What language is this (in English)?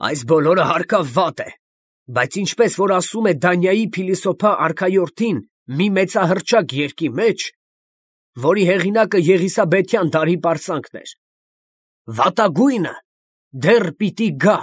Armenian